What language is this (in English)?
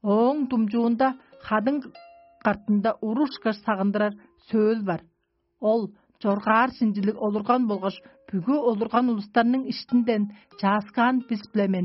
Tuvinian